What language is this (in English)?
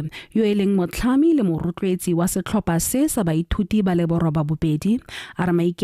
Tswana